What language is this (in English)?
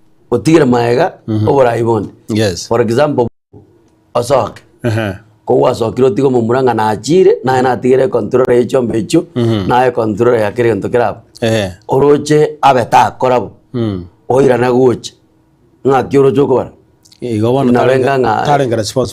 Gusii